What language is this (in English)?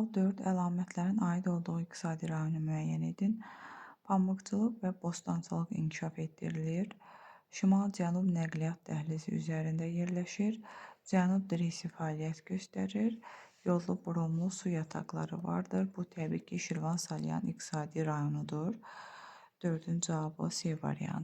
Azerbaijani